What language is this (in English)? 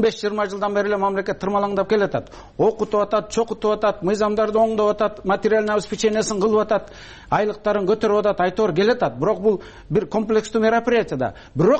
Kyrgyz